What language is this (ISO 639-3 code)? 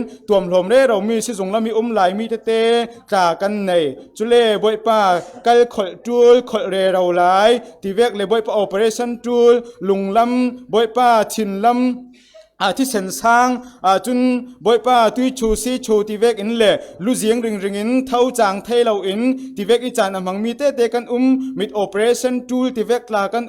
cfm